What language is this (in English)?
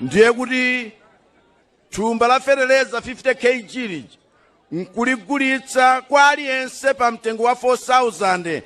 Nyanja